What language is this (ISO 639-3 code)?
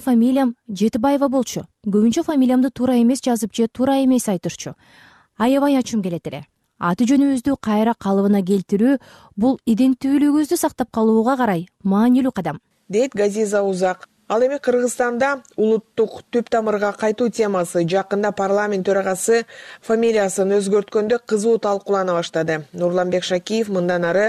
kir